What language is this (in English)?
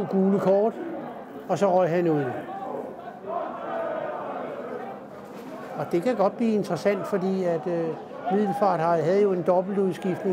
Danish